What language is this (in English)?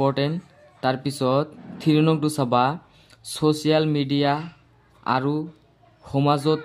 Assamese